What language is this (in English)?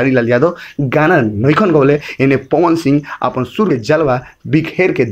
Bhojpuri